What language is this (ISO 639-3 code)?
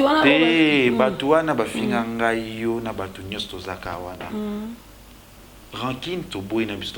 lin